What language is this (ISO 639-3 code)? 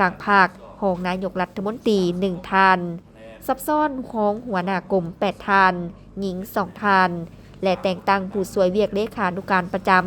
lao